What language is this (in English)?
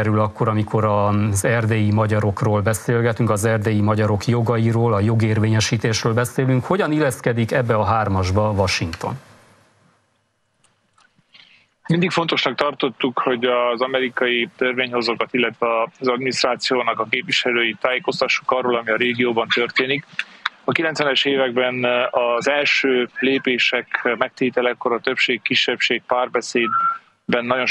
Hungarian